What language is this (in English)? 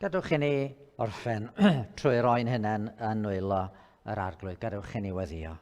Welsh